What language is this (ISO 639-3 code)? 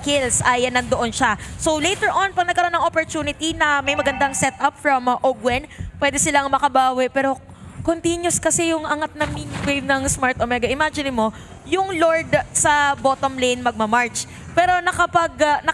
fil